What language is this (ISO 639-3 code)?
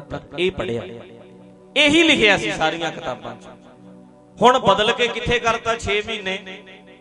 pan